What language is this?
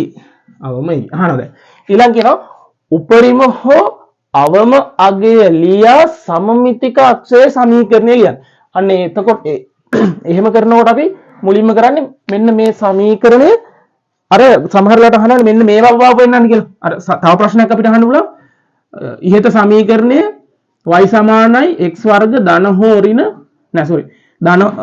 Sinhala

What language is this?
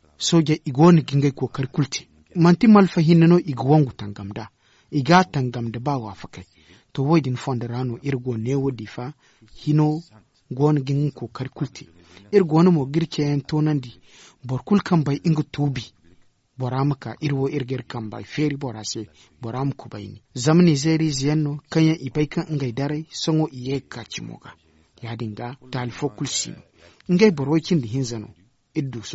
Zarma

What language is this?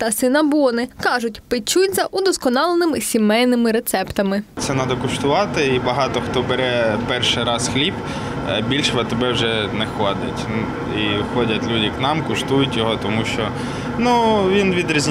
Ukrainian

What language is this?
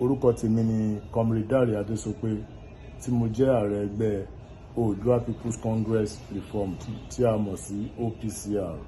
Yoruba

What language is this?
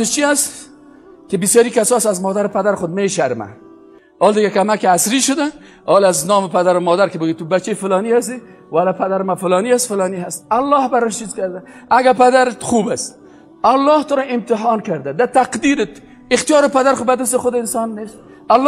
Persian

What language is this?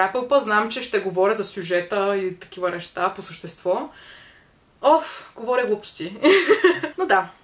Bulgarian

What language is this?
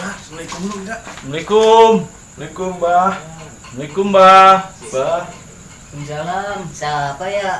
Betawi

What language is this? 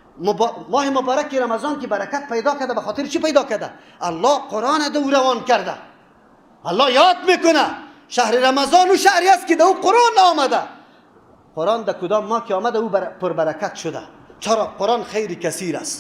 Persian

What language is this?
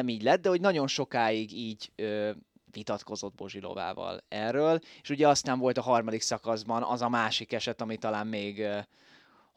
Hungarian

